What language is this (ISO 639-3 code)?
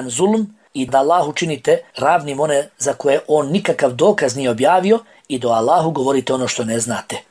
bos